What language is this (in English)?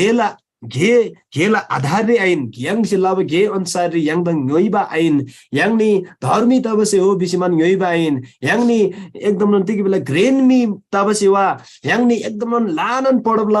Eastern Tamang